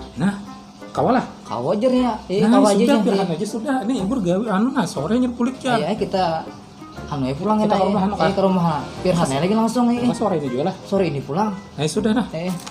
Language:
Banjar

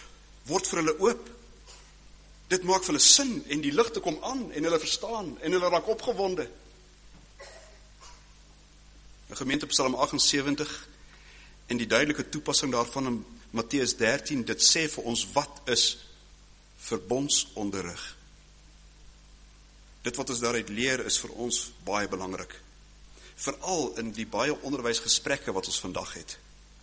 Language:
Afrikaans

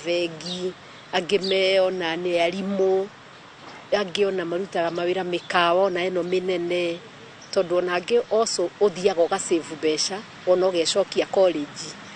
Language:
Kikuyu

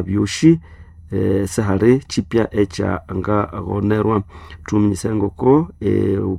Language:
Nande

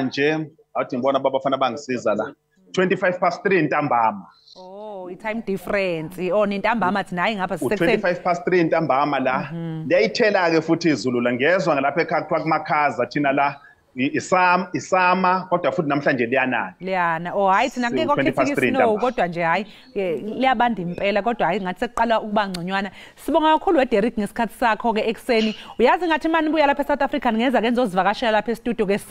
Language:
Zulu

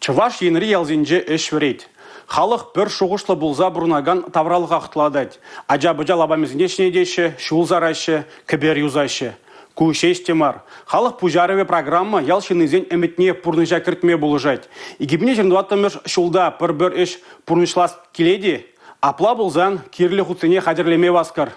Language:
Chuvash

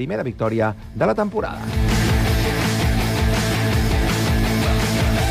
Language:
Catalan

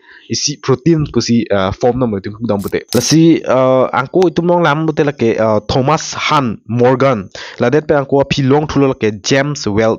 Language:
Karbi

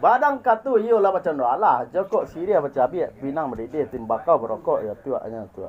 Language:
Minangkabau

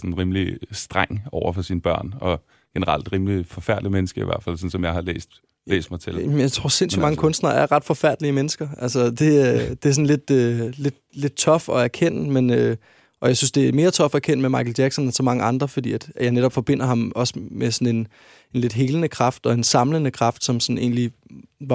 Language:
Danish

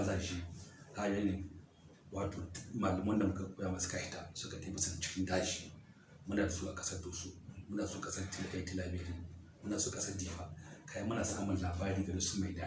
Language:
Hausa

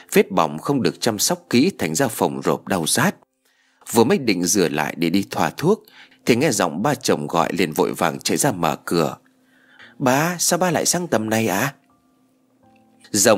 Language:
Vietnamese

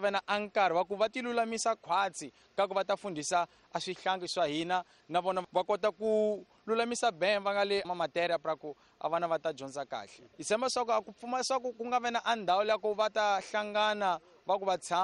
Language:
Tsonga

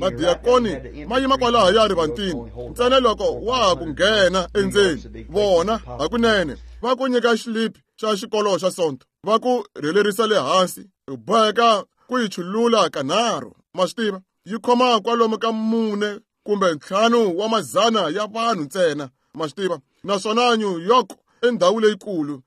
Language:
Tsonga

